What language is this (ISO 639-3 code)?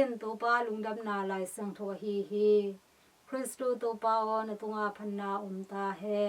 ctd